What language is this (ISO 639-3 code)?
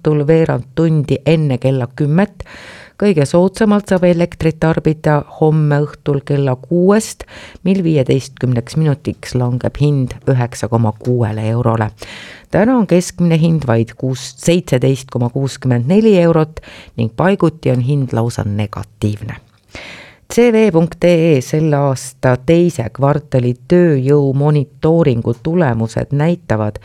est